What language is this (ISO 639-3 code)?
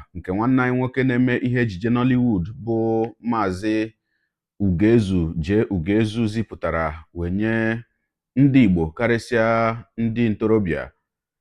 ibo